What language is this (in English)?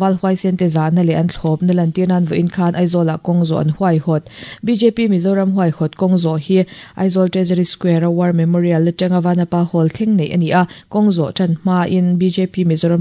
Mizo